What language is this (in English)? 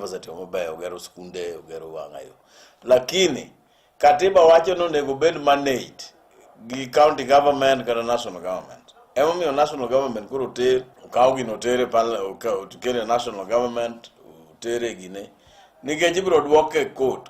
Luo (Kenya and Tanzania)